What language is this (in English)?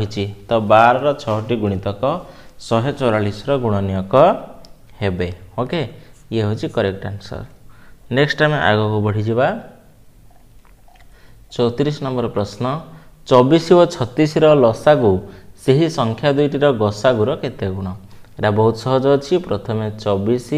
Odia